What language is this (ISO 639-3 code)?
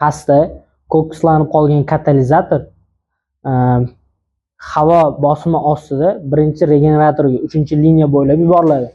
uzb